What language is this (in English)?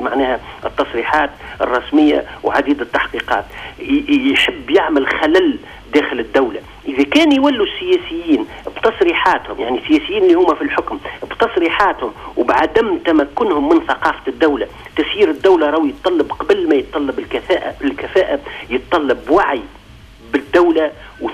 Tunisian Arabic